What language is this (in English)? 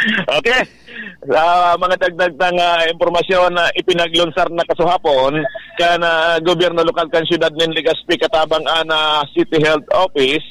Bikol